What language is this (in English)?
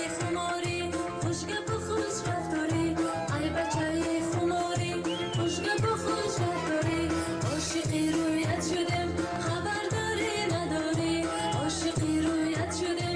Tajik